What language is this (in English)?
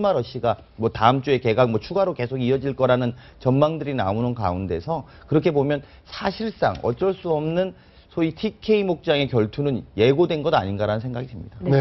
Korean